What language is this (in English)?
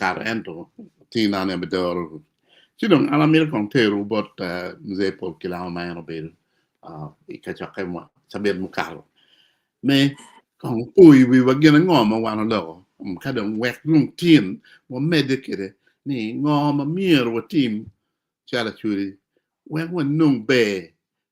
Acoli